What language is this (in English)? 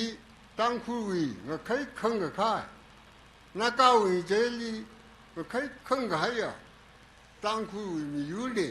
Tangkhul Naga (India)